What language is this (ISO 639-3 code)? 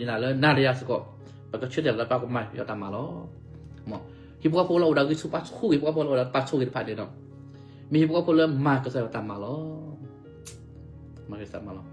ksw